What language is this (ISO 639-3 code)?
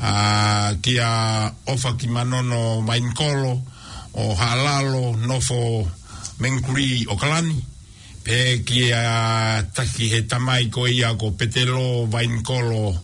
ton